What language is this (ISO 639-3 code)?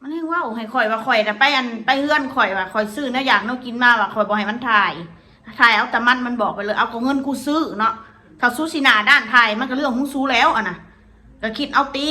tts